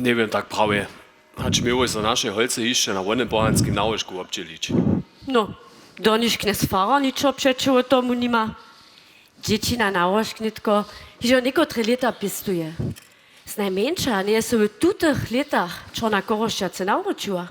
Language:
Upper Sorbian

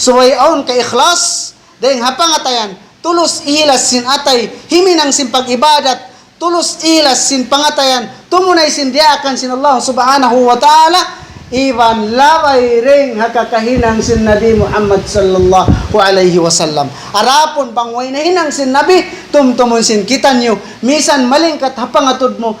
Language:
Tausug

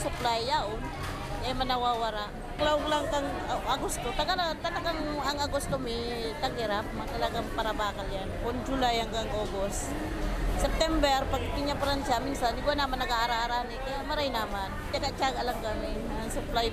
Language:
Bikol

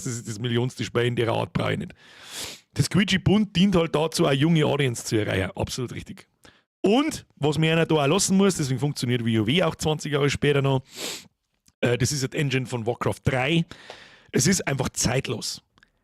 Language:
Bavarian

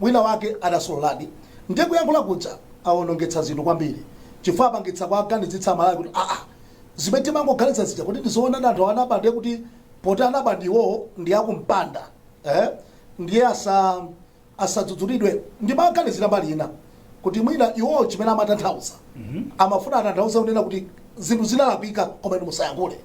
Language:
Nyanja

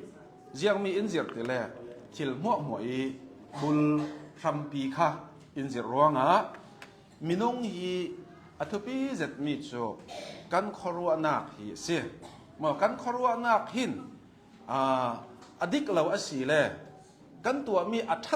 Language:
Hakha Chin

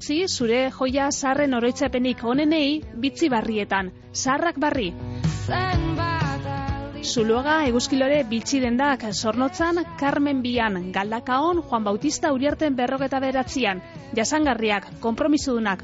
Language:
Basque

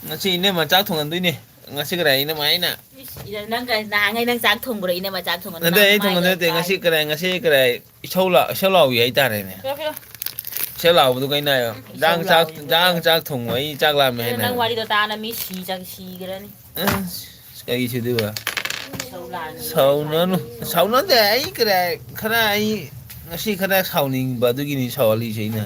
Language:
Manipuri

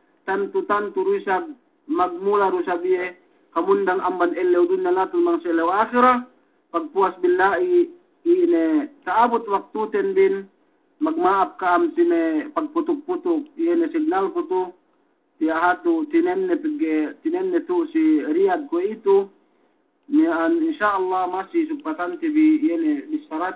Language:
Yakan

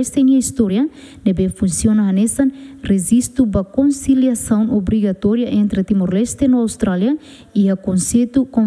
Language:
Tetum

